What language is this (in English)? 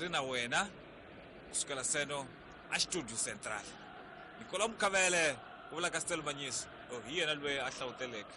Tsonga